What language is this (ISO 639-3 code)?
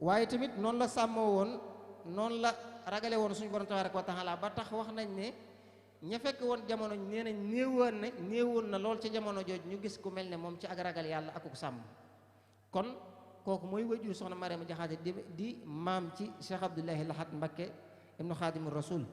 wol